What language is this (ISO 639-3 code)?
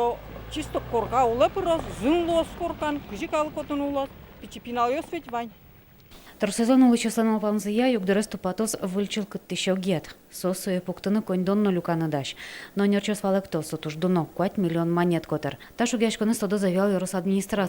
udm